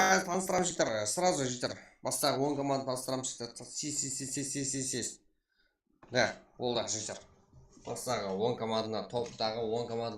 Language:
Kara-Kalpak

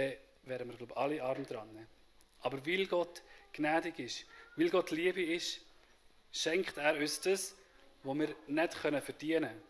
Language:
Swiss German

